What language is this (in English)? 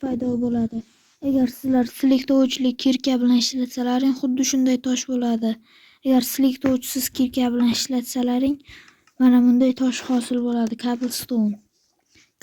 Uzbek